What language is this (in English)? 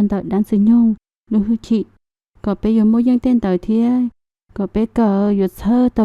Hmong